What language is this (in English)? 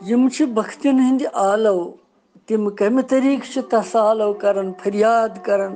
Kashmiri